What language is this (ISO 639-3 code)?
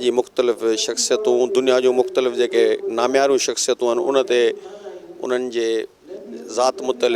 snd